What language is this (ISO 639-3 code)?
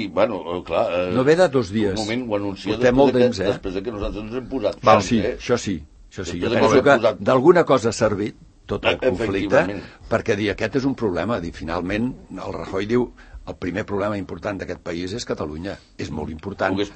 cat